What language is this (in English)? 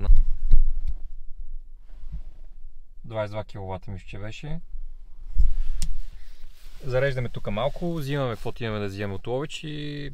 Bulgarian